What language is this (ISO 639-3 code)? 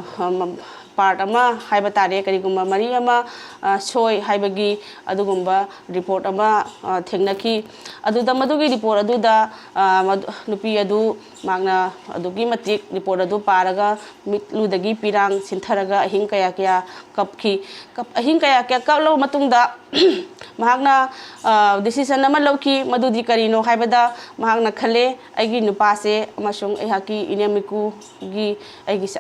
mni